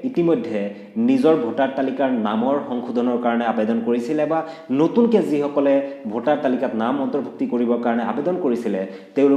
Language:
Assamese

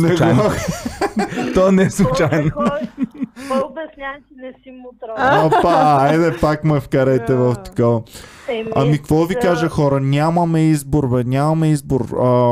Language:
Bulgarian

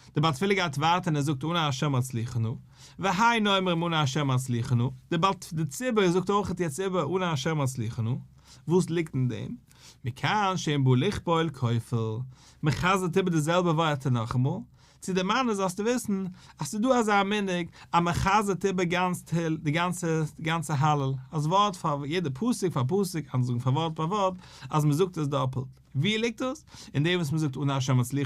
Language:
Yiddish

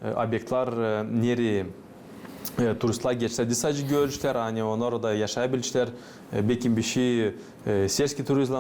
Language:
Gagauz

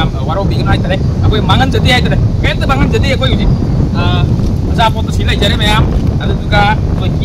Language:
Manipuri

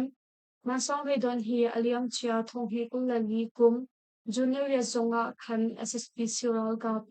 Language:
Hakha Chin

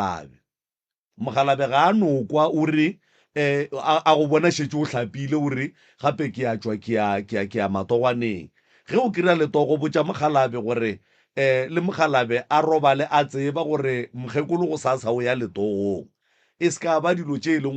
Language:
Northern Sotho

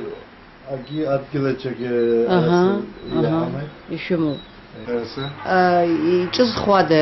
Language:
Abkhazian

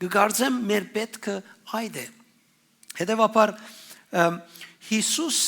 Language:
Western Armenian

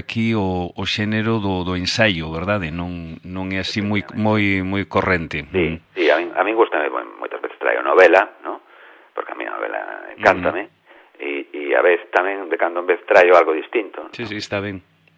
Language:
Galician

